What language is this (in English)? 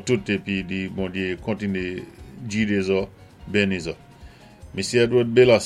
Saint Lucian Creole French